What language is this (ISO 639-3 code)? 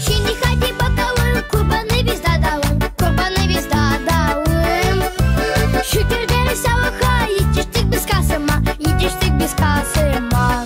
gag